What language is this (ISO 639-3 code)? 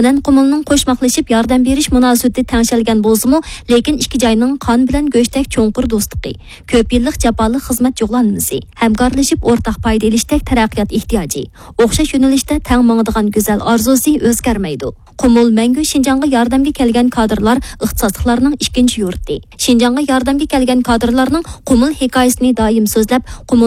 uig